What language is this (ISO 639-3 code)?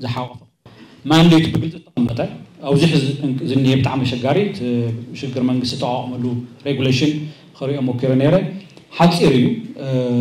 tir